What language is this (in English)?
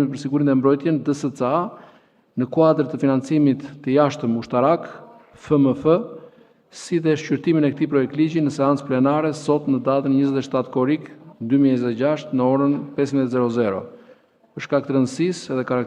Albanian